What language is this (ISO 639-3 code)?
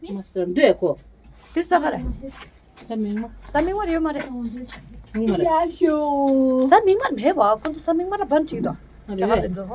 bod